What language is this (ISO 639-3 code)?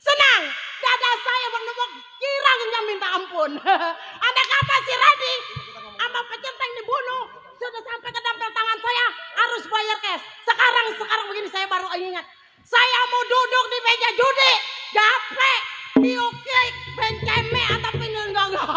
bew